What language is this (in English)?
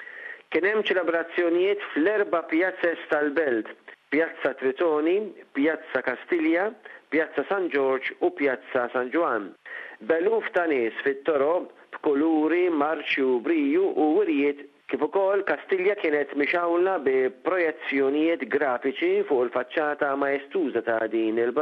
Maltese